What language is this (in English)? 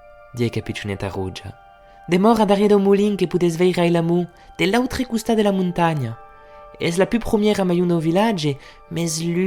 Occitan